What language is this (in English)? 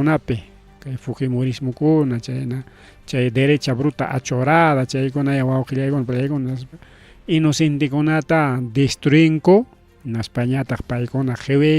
Ayacucho Quechua